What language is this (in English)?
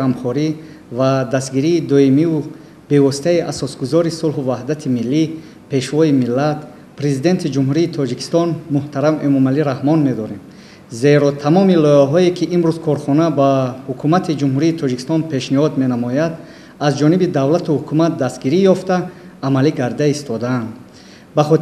Tajik